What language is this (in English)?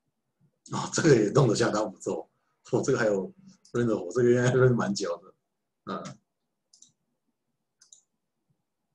Chinese